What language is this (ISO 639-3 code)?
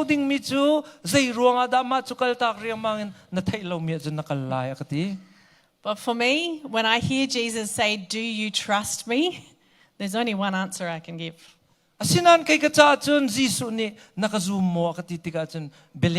cnh